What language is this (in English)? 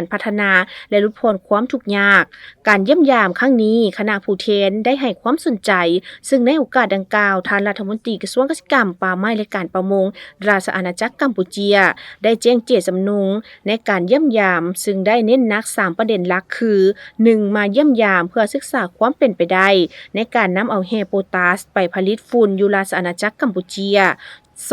Lao